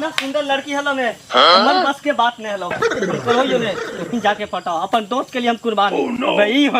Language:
Magahi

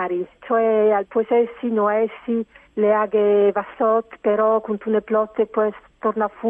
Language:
Friulian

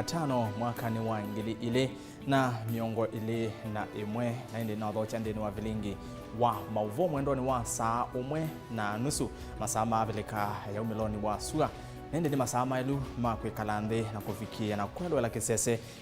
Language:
Kamba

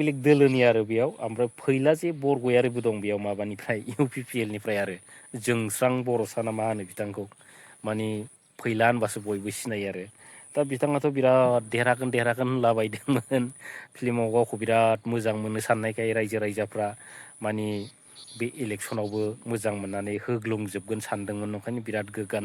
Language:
Bodo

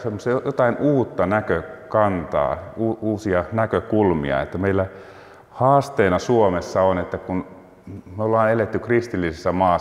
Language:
Finnish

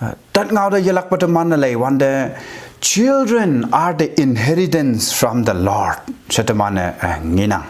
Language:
Konyak Naga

